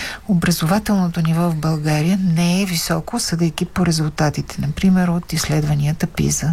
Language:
Bulgarian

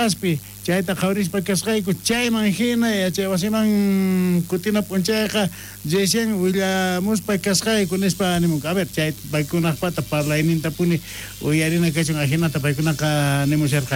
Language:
South Bolivian Quechua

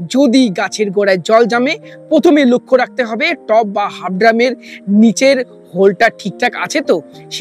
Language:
Bangla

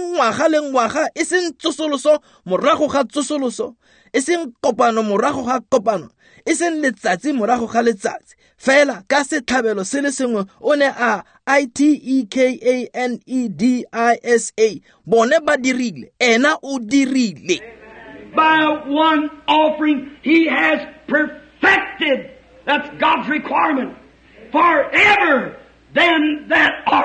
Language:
Tswana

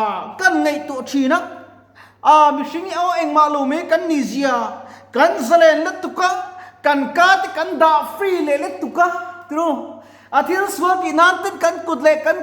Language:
Mizo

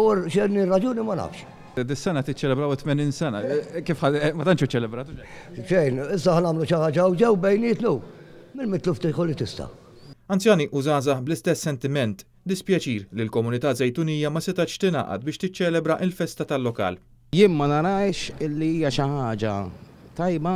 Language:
Maltese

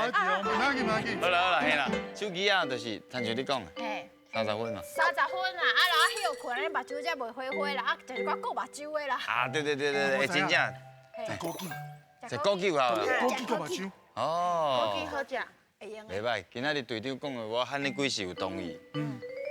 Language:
Min Nan Chinese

